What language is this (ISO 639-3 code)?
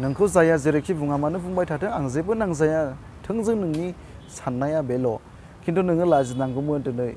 brx